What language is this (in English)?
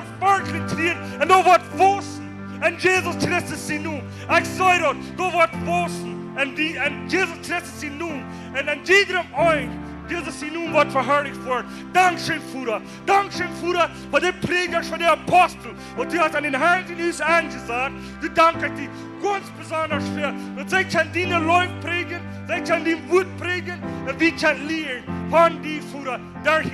Plautdietsch